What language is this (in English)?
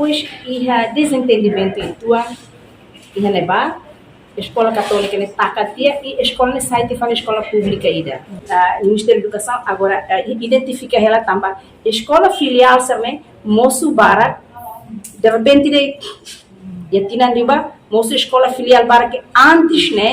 Tetum